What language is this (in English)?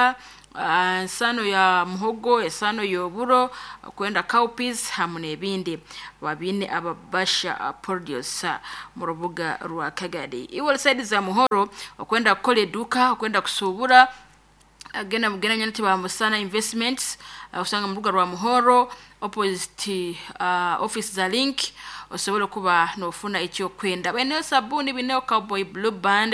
Nyoro